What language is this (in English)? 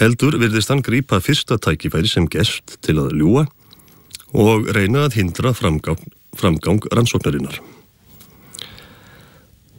Icelandic